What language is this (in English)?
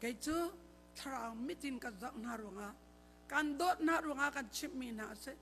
Hakha Chin